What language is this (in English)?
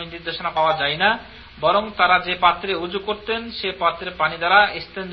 Bangla